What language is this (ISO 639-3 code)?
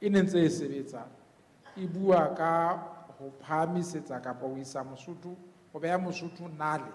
sot